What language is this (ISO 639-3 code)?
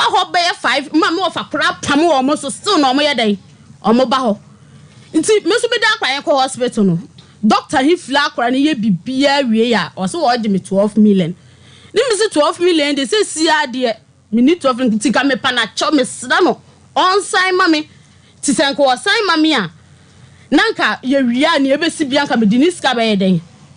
aka